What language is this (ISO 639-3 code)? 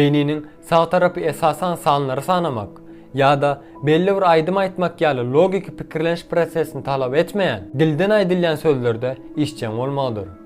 tuk